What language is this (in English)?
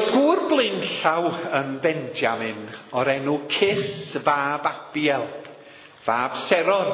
Welsh